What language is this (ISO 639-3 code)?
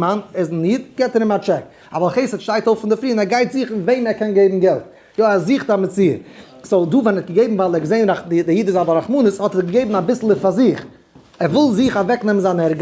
yid